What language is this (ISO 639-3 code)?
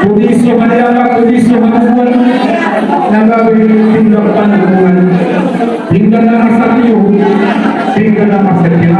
bbc